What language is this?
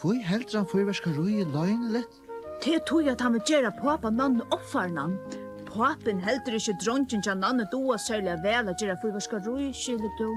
Faroese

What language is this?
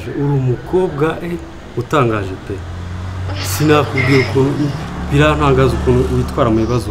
Kinyarwanda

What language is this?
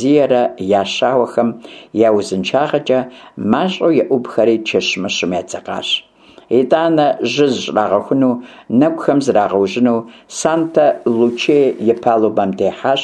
Kabardian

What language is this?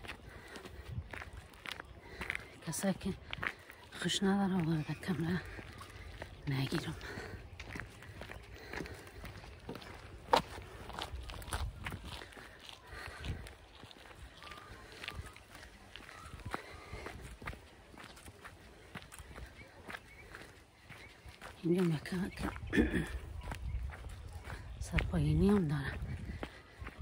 Persian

